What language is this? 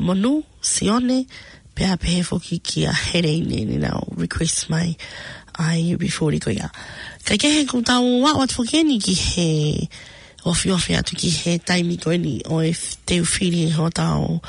Tongan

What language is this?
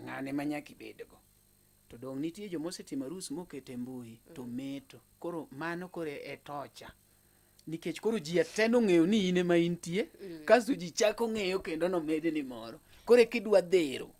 Luo (Kenya and Tanzania)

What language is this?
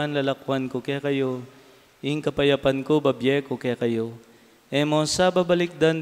Pampanga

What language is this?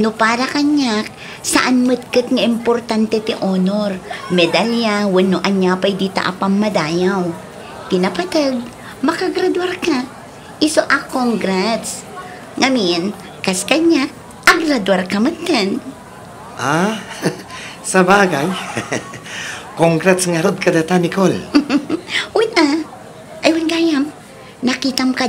Iloko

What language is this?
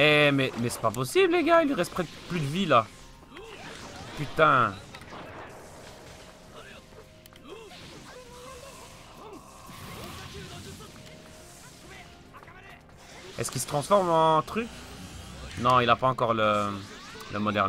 French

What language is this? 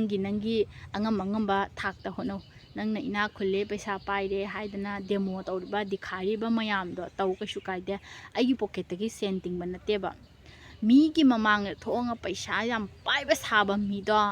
Manipuri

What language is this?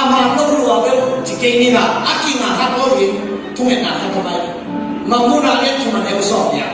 Tedim Chin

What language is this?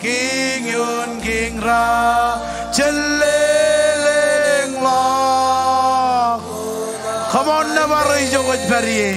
Marshallese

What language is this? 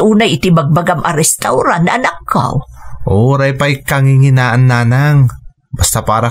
Iloko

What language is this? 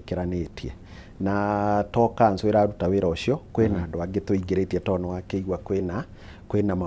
Kikuyu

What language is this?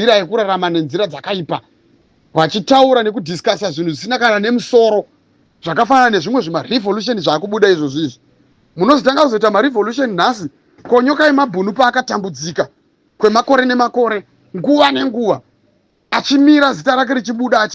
Shona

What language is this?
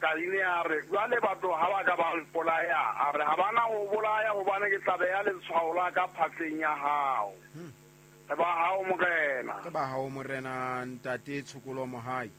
Southern Sotho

